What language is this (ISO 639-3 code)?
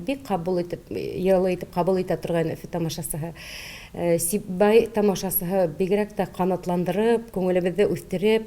bak